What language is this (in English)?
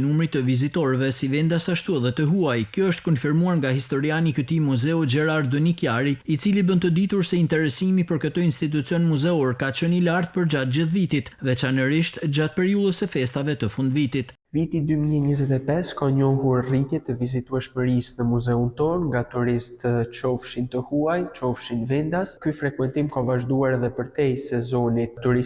Albanian